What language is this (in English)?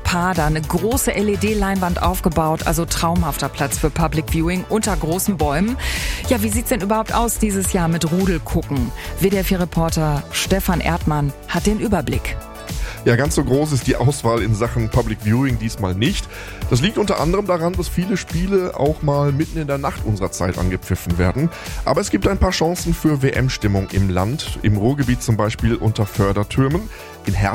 German